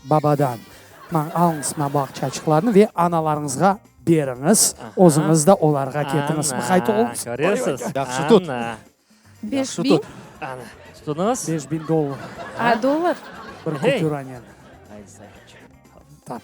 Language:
Crimean Tatar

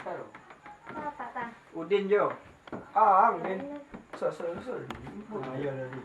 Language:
Minangkabau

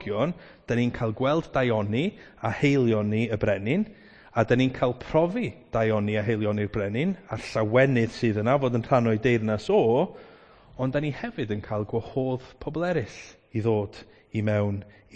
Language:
Welsh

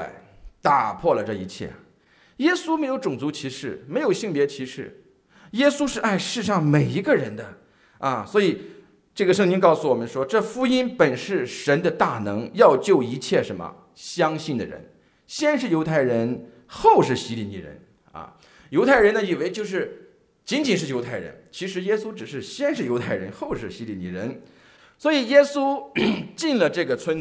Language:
Chinese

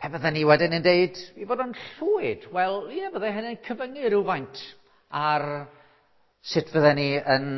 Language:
Welsh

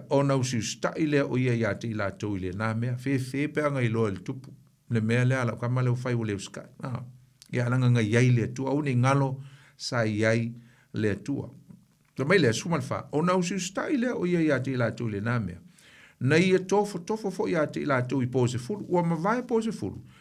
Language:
Samoan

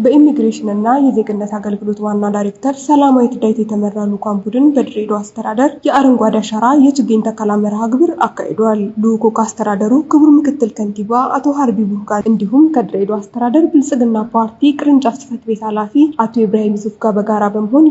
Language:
Amharic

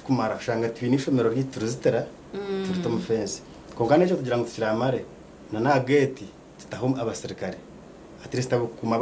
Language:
Nyankole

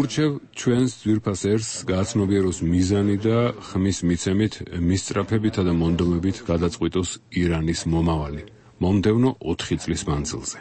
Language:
Georgian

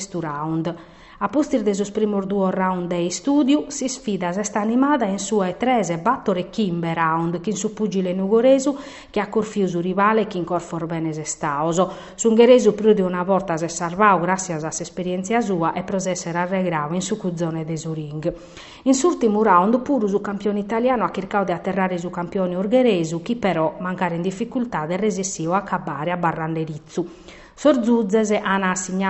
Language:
Sardinian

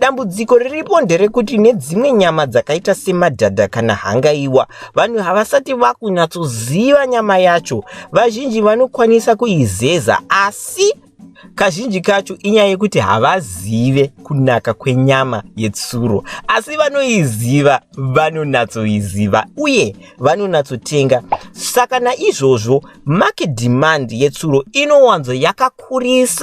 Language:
Shona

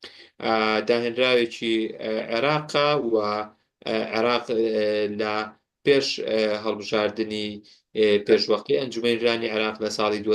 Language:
Central Kurdish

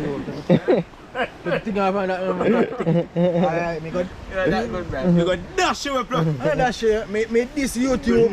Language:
Jamaican Creole English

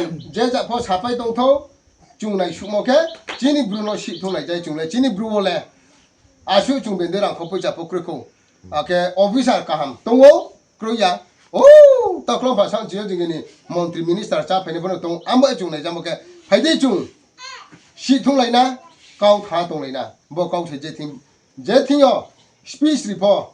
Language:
Riang (India)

